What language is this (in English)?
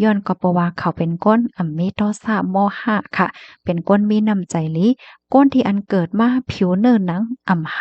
Shan